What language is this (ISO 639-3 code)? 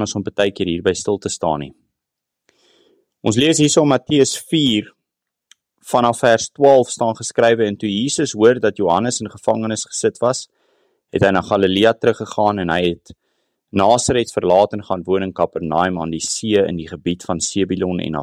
afr